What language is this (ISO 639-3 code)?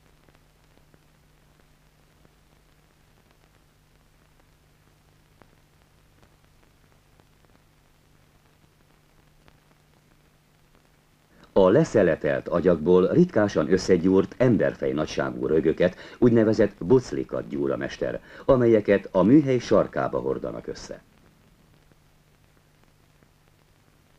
hun